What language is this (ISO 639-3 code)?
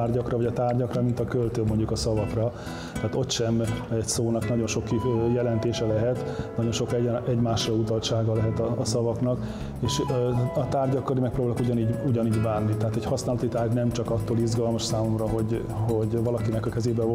hun